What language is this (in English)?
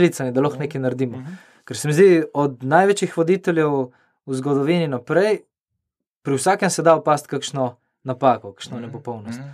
Slovenian